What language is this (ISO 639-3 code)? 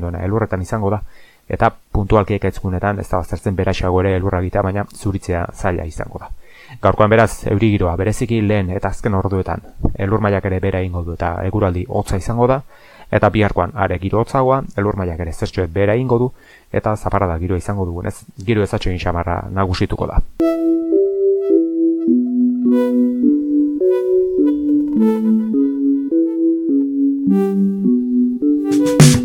eus